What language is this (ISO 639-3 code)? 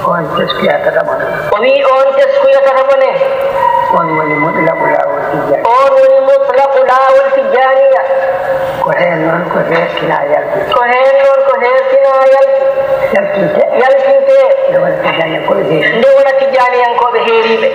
ful